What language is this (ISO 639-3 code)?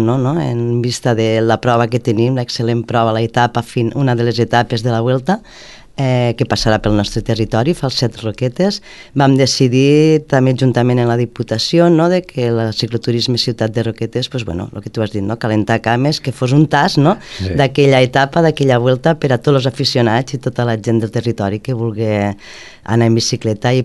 cat